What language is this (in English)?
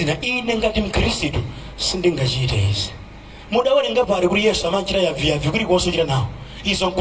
Nyanja